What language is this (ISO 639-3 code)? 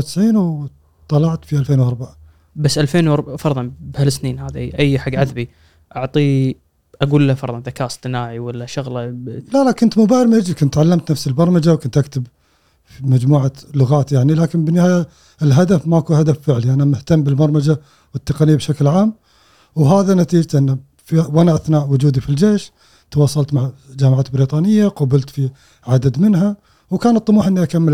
afb